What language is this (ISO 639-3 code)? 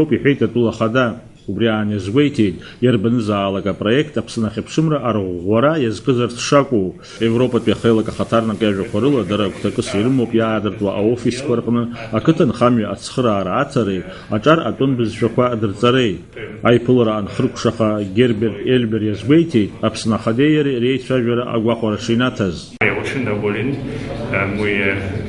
abk